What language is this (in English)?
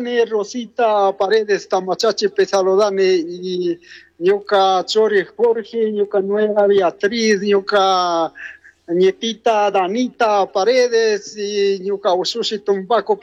Chimborazo Highland Quichua